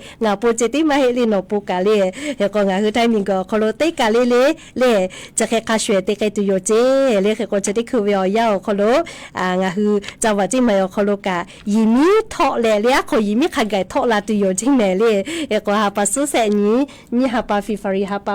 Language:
Lahu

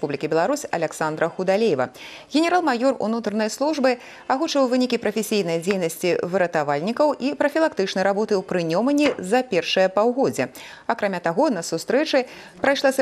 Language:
Belarusian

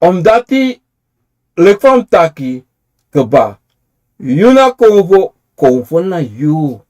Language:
Sranan Tongo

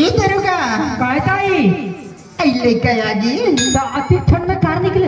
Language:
Chhattisgarhi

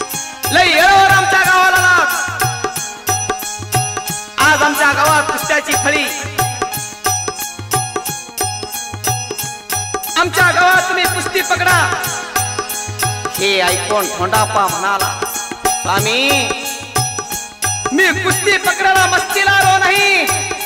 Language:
Marathi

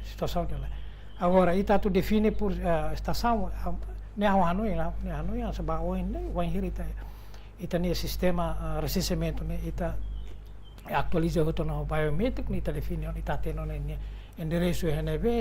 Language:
Tetum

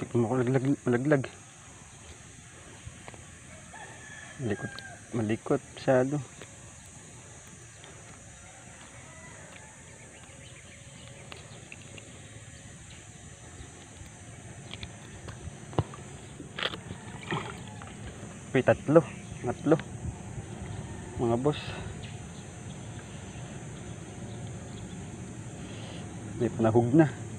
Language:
Filipino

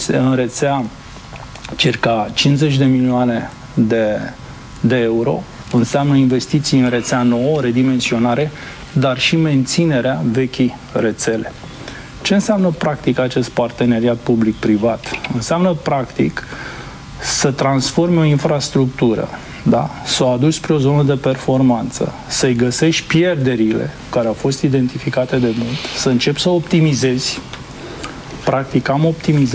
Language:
Romanian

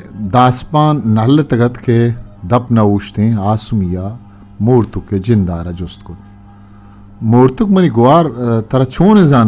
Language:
Eastern Balochi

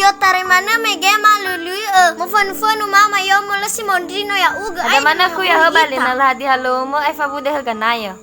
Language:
Nias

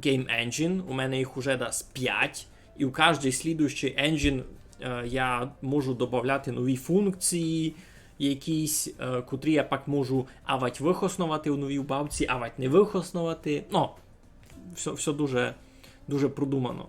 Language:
Rusyn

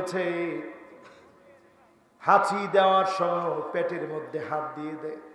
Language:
Bangla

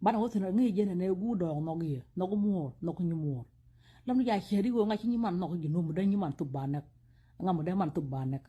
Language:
Nuer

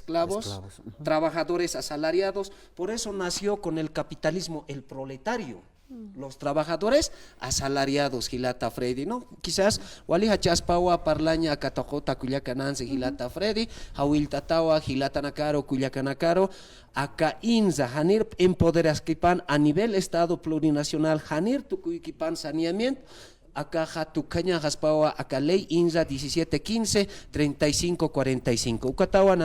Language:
Aymara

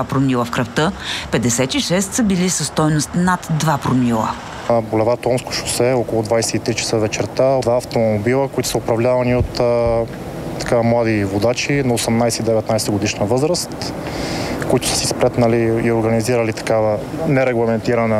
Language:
Bulgarian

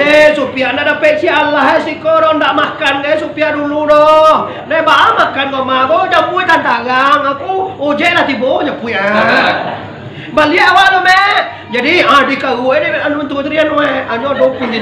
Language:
Minangkabau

